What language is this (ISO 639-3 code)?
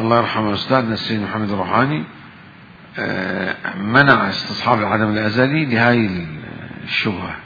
acm